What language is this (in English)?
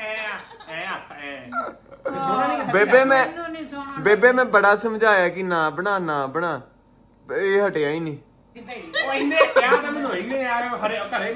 Punjabi